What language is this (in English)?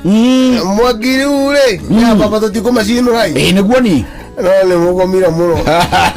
Kikuyu